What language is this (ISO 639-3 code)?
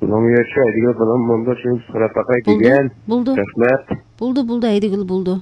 uig